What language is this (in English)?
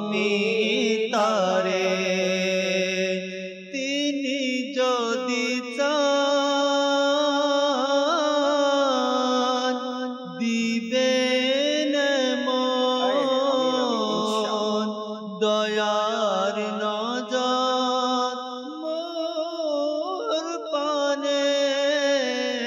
Bangla